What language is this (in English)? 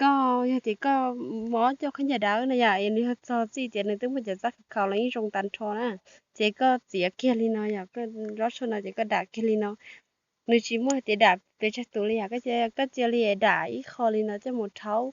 Hmong